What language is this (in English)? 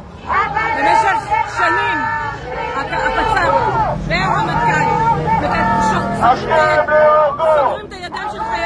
Hebrew